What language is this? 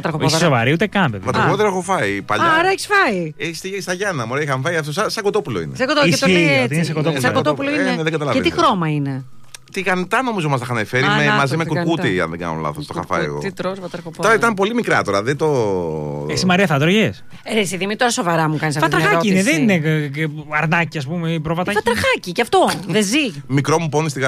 Greek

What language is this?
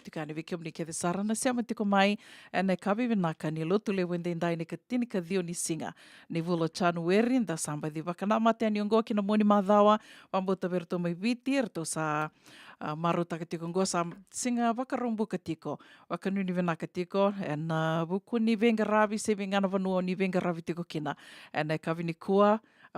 Fijian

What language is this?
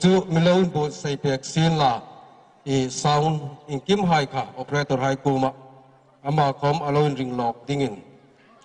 Hmar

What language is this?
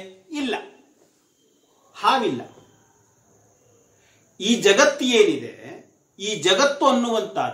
Kannada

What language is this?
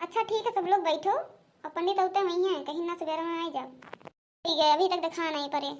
Awadhi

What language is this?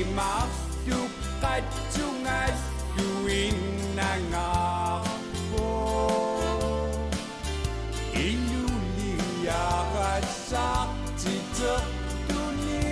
Kalaallisut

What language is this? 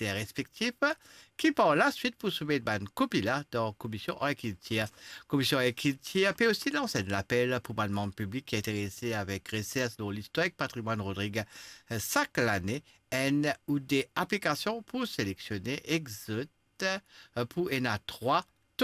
Morisyen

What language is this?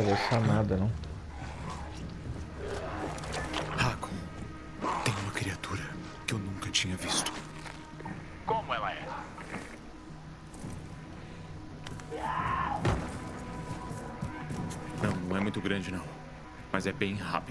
Portuguese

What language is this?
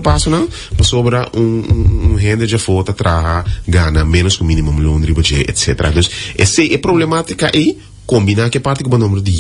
Papiamento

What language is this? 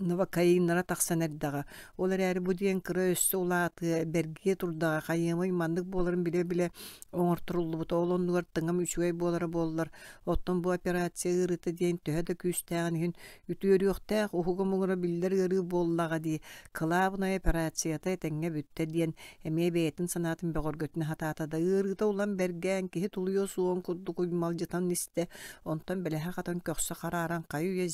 Yakut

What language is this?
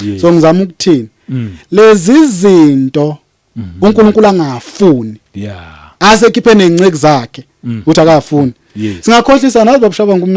Zulu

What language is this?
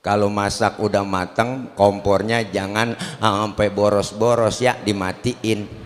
Betawi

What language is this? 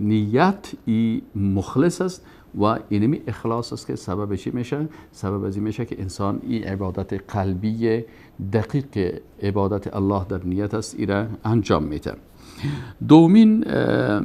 Persian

